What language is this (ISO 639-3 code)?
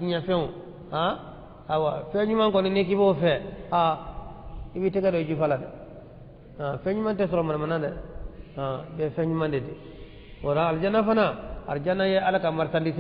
bam